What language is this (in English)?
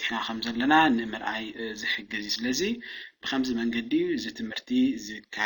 Tigrinya